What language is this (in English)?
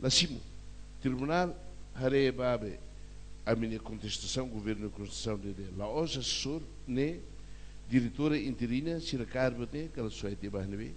Tetum